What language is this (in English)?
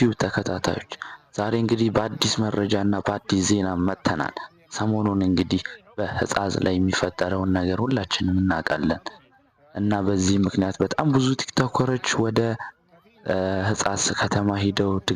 Amharic